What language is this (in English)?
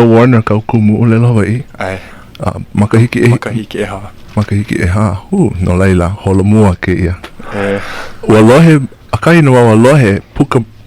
Hawaiian